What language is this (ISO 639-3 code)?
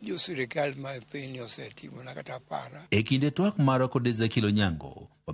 luo